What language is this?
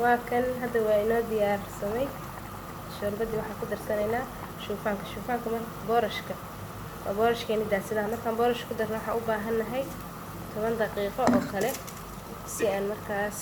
Somali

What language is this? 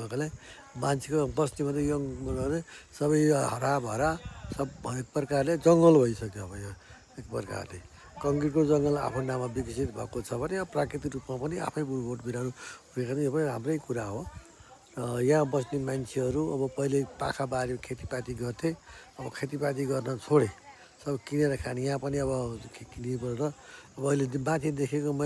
Nepali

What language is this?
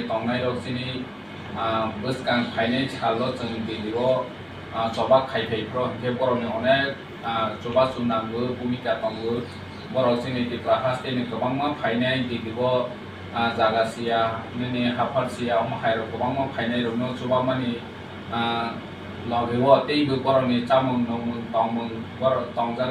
Kok Borok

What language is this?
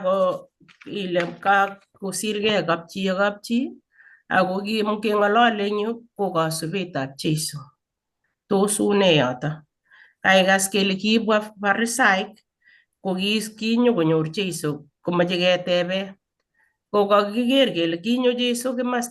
Kalenjin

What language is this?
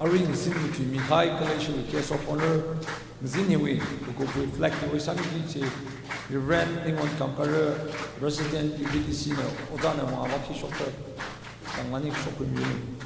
Tangkhul Naga (India)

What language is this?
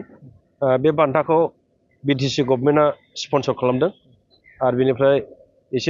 Bodo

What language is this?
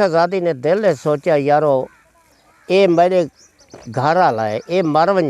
Saraiki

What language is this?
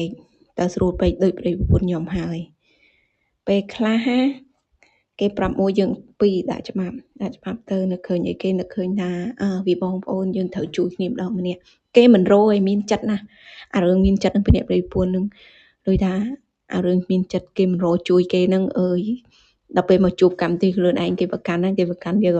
Khmer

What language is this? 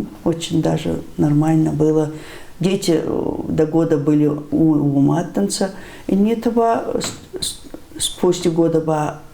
Ossetic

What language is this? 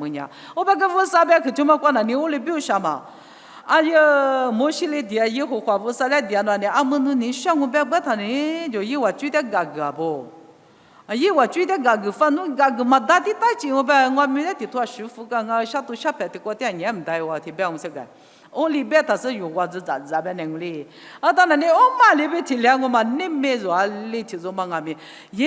Lisu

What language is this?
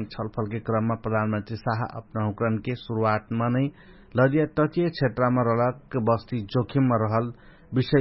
Dangaura Tharu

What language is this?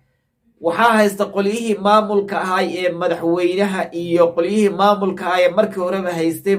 Somali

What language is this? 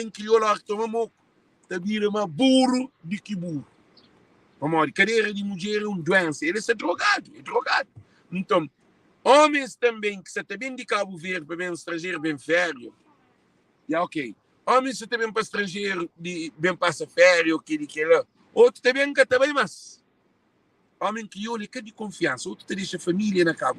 Kabuverdianu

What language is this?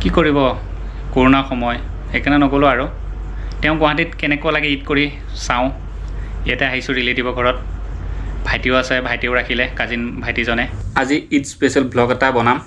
Assamese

